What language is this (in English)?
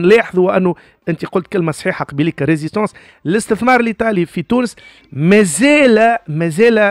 Tunisian Arabic